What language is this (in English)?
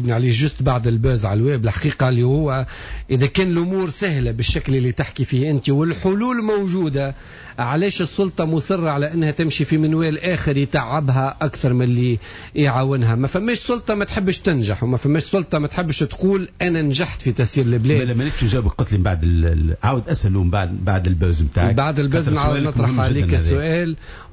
Tunisian Arabic